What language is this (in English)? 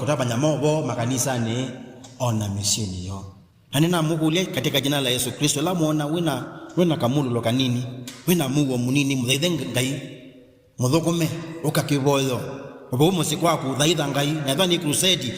Kamba